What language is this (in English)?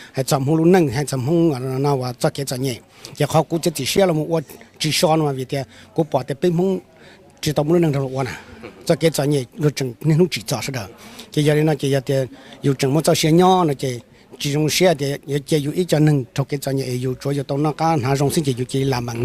Hmong